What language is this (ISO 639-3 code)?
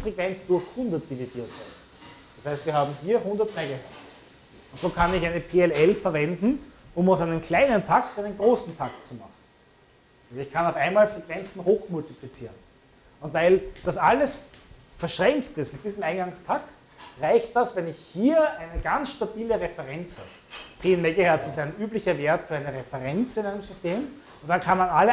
deu